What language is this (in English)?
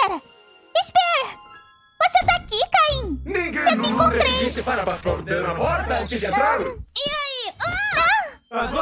Portuguese